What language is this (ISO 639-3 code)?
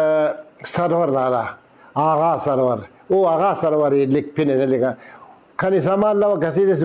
brh